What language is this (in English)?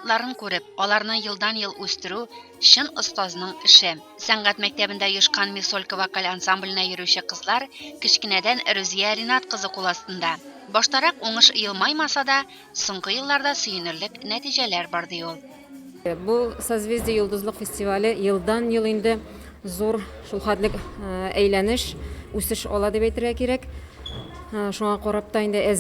Tatar